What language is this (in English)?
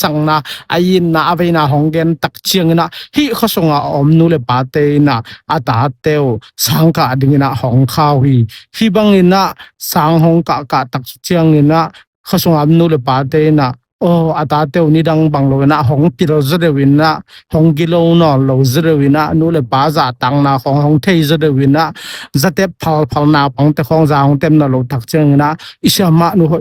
Tedim Chin